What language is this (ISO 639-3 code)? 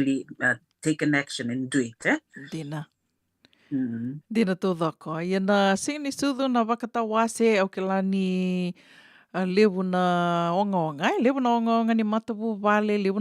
fij